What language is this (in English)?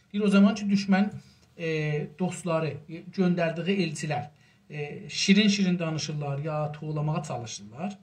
South Azerbaijani